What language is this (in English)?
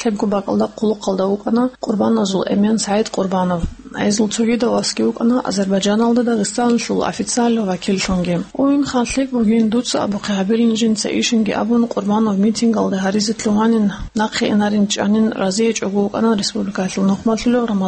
Avaric